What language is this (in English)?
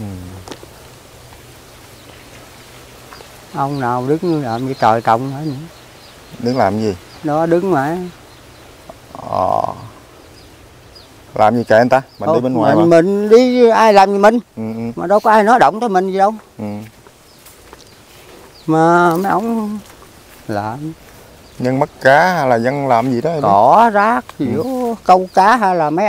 Vietnamese